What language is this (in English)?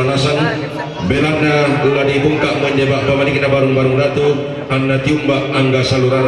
Toraja-Sa'dan